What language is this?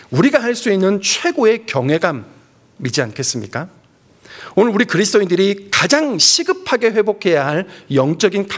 Korean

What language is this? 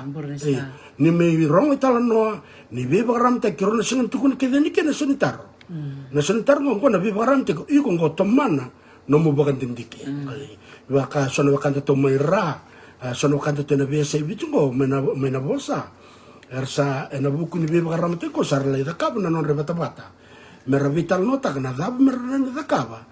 Fijian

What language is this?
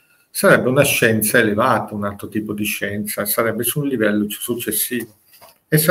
Italian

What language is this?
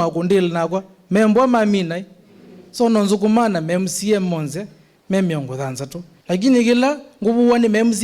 Kamba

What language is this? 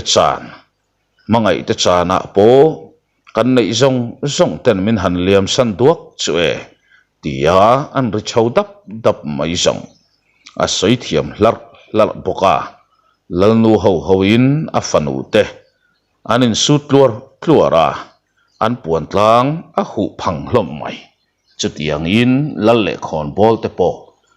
Mizo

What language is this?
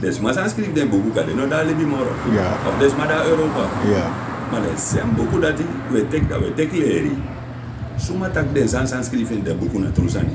Sranan Tongo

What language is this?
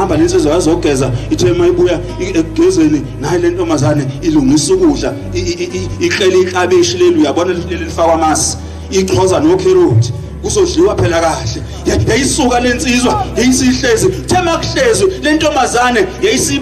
Zulu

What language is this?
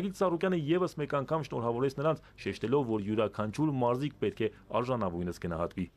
Armenian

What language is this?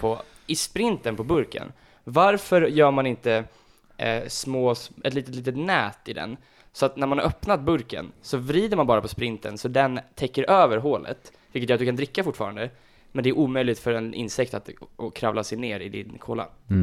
Swedish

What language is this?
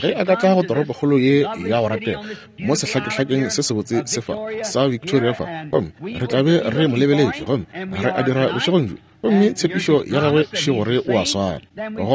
Northern Sotho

